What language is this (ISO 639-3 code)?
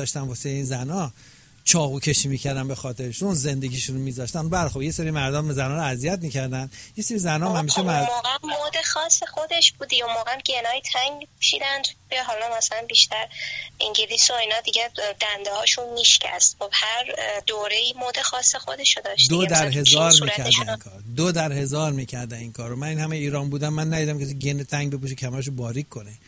fas